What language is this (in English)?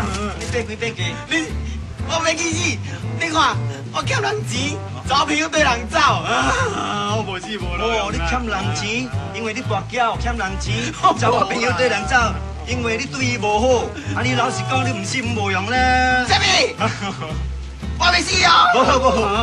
Min Nan Chinese